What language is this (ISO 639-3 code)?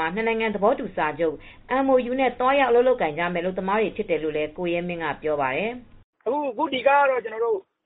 mya